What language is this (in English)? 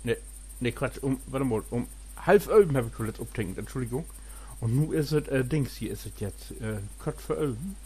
Low German